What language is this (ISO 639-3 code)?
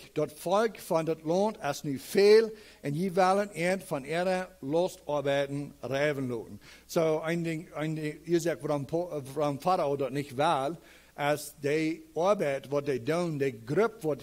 pdt